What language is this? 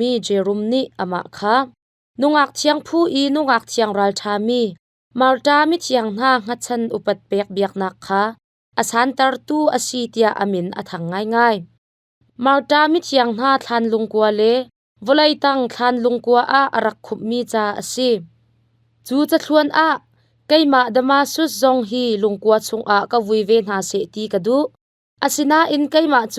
Hakha Chin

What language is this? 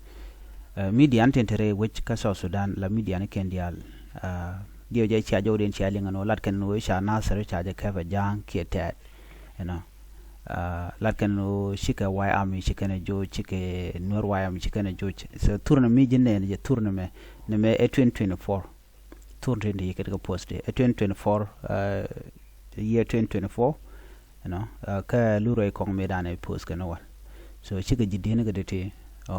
Nuer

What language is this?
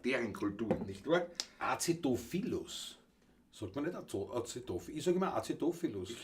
Bavarian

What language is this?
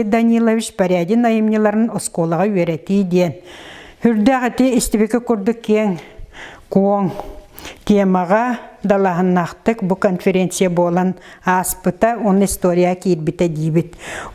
Yakut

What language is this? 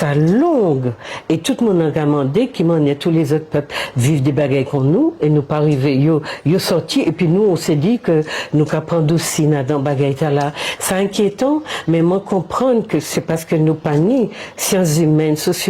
Guadeloupean Creole French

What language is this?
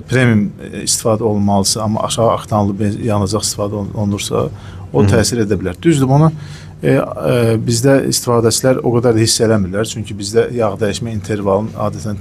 Azerbaijani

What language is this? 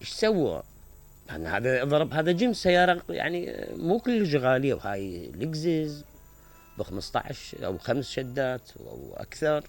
Mesopotamian Arabic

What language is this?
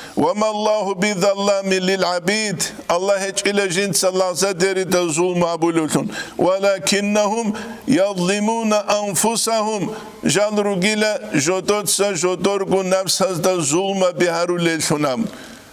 Avaric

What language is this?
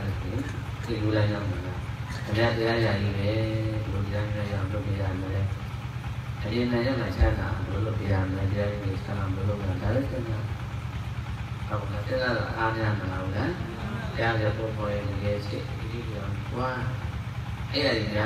Burmese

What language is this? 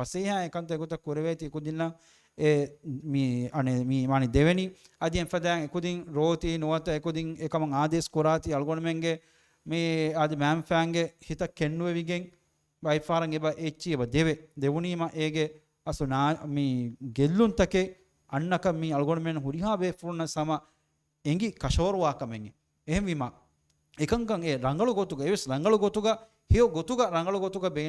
Divehi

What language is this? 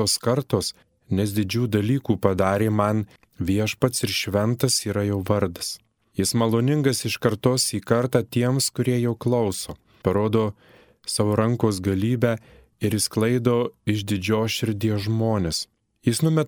Lithuanian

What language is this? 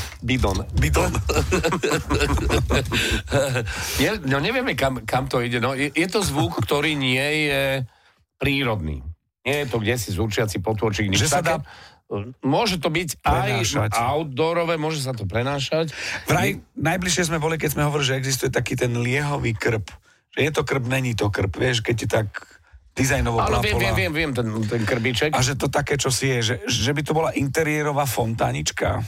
Slovak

